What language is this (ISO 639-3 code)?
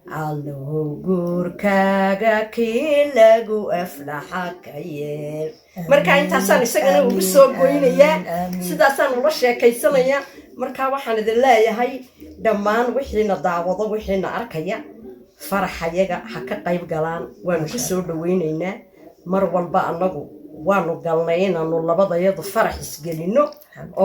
som